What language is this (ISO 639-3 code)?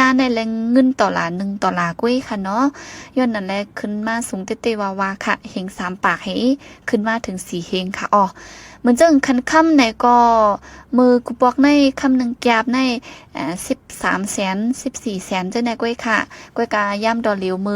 shn